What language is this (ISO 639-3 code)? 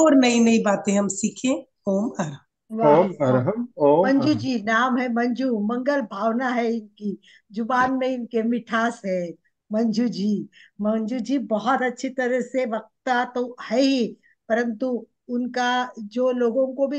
hin